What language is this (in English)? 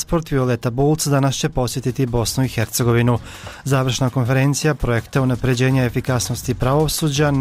Bosnian